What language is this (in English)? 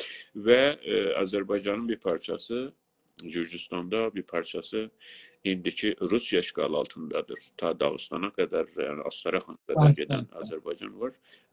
South Azerbaijani